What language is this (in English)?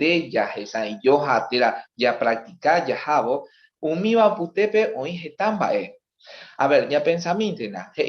Guarani